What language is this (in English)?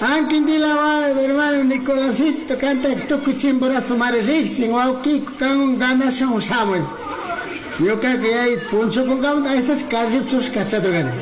Chimborazo Highland Quichua